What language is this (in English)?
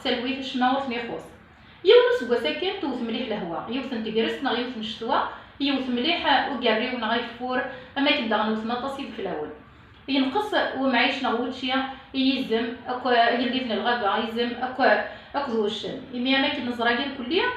Kabyle